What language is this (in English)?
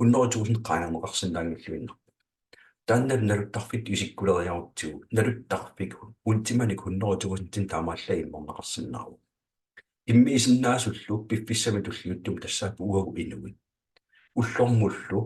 Kalaallisut